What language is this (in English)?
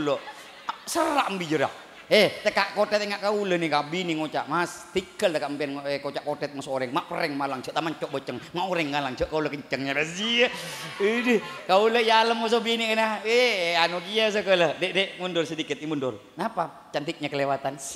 Madurese